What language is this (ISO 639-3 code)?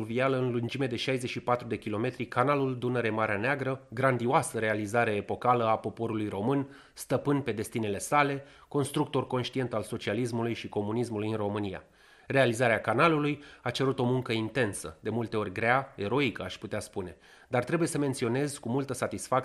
ron